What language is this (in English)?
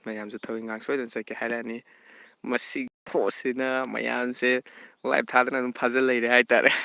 Manipuri